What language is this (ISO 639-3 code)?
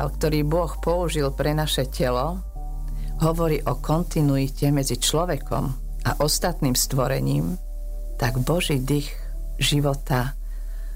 slk